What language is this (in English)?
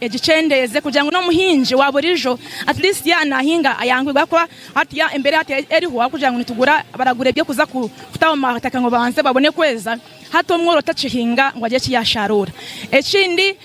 Nyankole